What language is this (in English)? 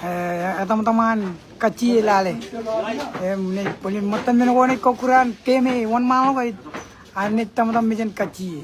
Marshallese